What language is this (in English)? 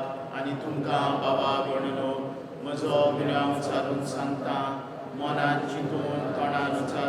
Konkani